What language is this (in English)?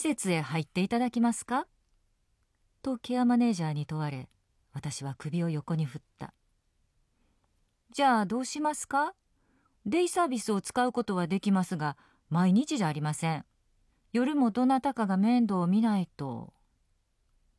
Japanese